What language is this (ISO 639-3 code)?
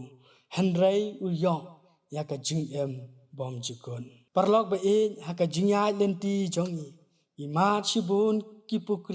kha